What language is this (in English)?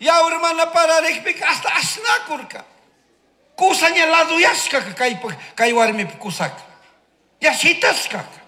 Chimborazo Highland Quichua